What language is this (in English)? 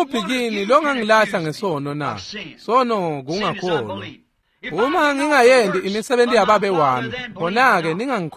Swati